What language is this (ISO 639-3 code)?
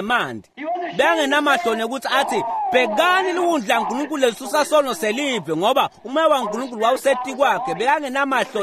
ssw